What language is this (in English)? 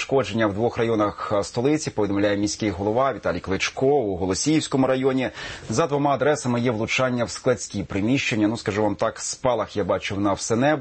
Ukrainian